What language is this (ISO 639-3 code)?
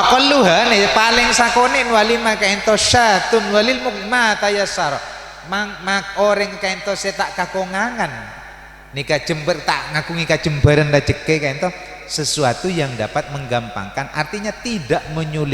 mad